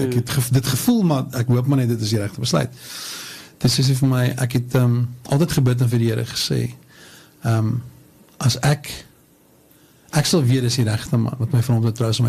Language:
Afrikaans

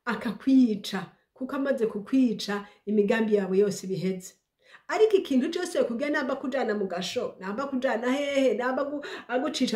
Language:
Rundi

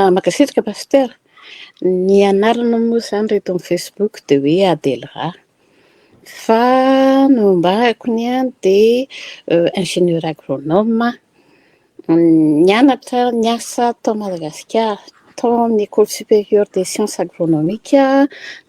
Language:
Malagasy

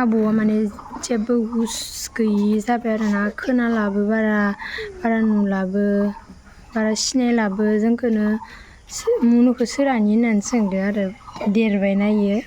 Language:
Bodo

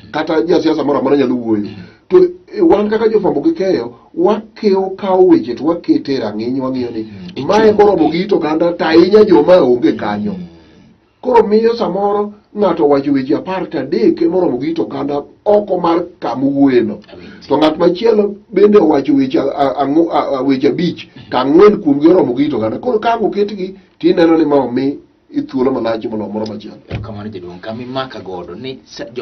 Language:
Luo (Kenya and Tanzania)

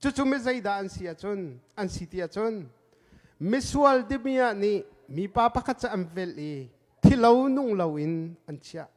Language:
Hakha Chin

